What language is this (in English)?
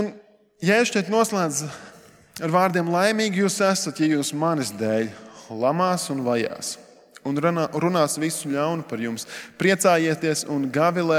Latvian